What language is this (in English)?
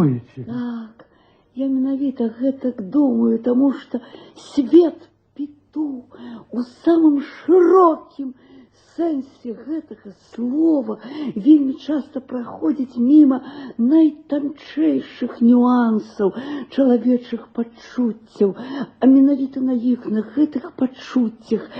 Belarusian